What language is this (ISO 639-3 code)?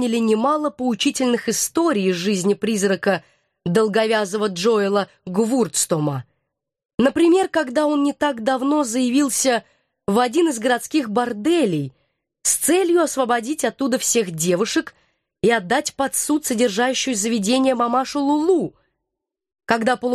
rus